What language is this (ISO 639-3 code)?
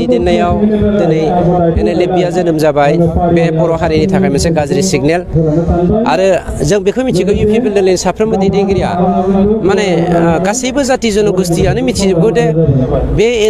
brx